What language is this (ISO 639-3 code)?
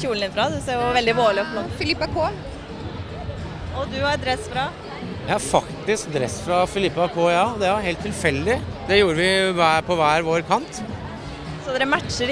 nor